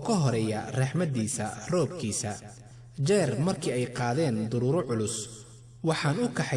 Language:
Somali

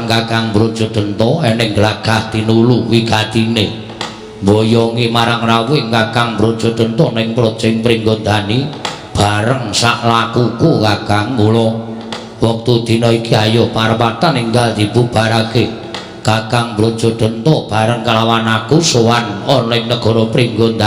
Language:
Javanese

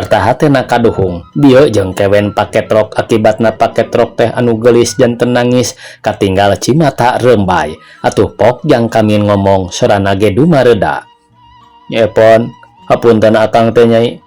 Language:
Sundanese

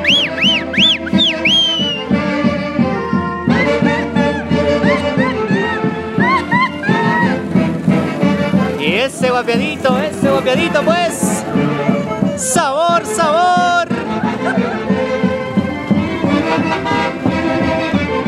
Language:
Spanish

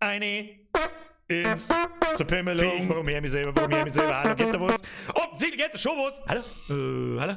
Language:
Bavarian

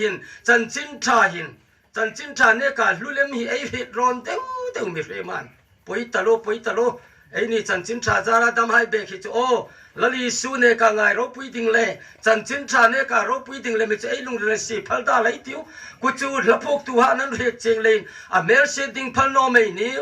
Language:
Hmar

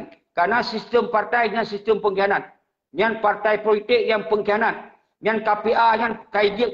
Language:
Achinese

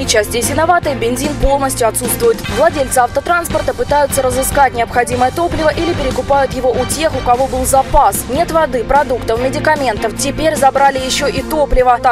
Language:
Russian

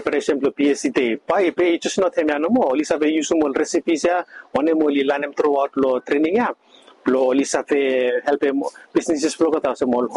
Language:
Bislama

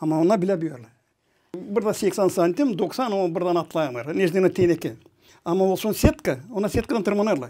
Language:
Gagauz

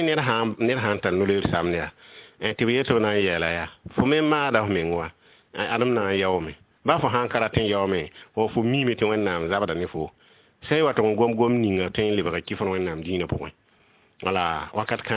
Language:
Mossi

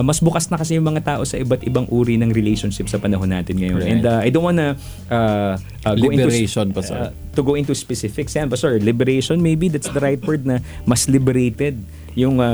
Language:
Filipino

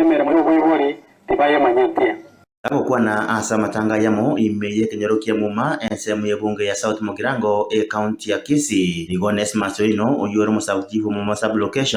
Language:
Gusii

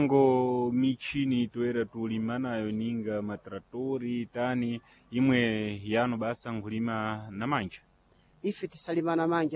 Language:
Sena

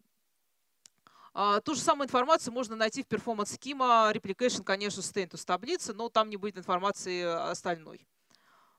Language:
Russian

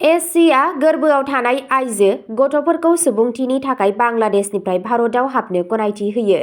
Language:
Bodo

